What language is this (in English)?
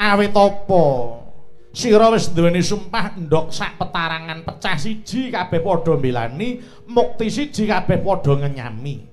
Javanese